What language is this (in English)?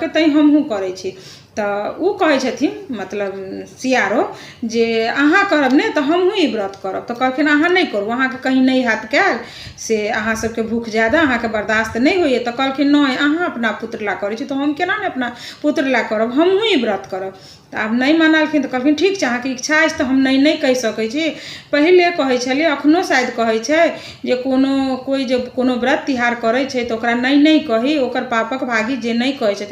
Maithili